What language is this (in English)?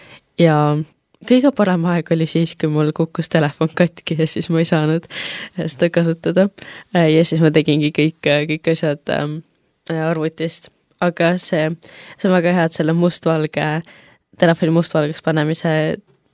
Estonian